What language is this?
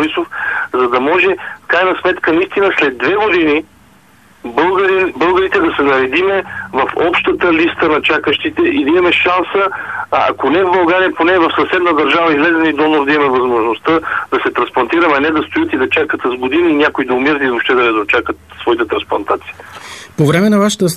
Bulgarian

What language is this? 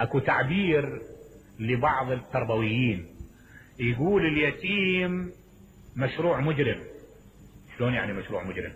Mesopotamian Arabic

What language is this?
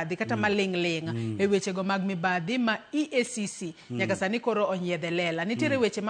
Luo (Kenya and Tanzania)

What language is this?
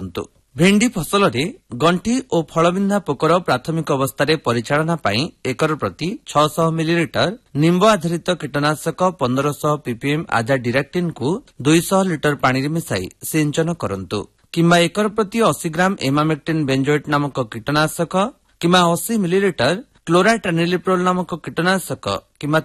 Odia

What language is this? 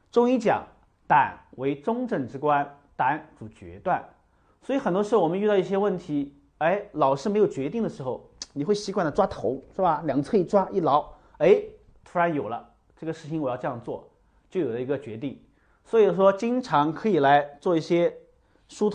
Chinese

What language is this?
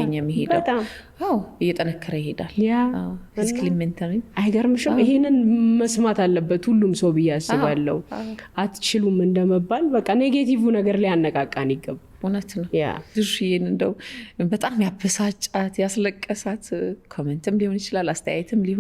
Amharic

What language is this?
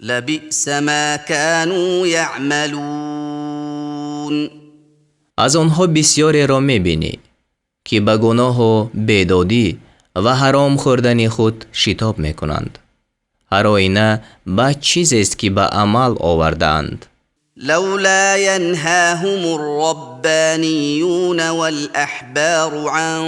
Tajik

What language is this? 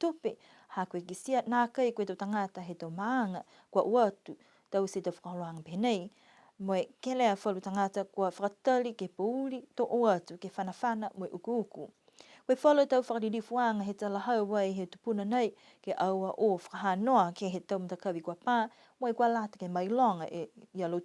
Niuean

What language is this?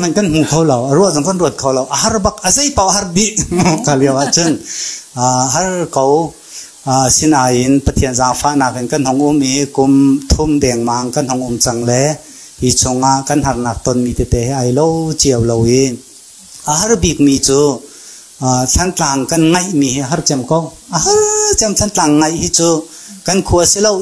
Hakha Chin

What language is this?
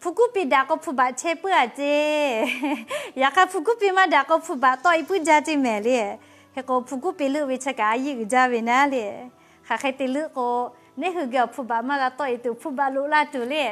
Lahu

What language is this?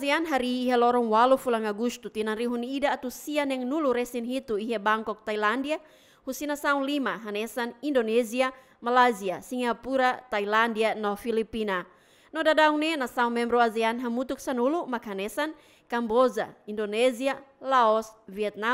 Tetum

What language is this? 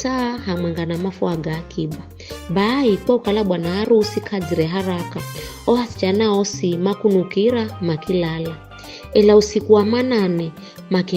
Giryama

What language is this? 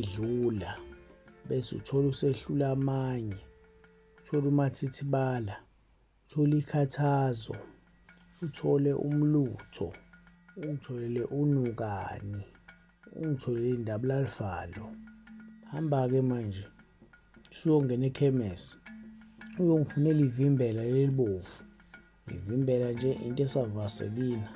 Zulu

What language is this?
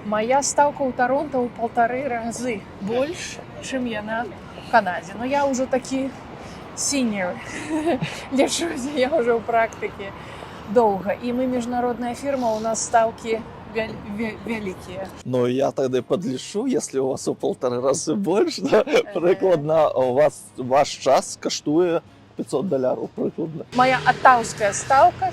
Belarusian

